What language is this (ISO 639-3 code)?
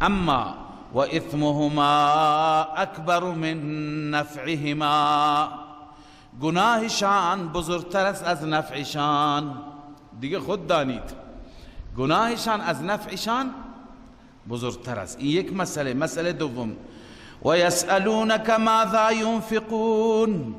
fas